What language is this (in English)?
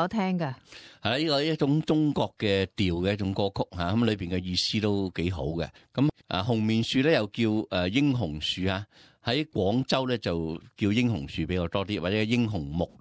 Cantonese